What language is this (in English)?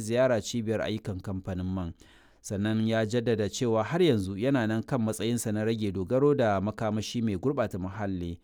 Hausa